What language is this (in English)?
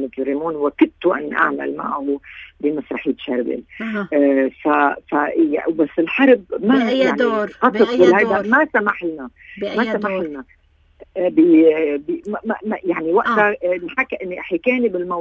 North Levantine Arabic